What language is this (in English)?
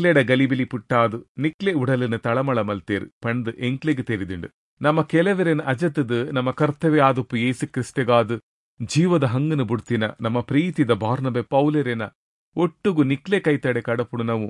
Tulu